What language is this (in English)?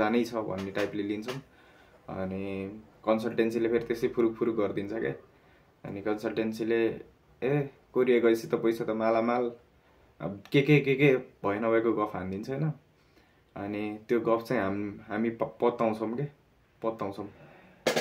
Nepali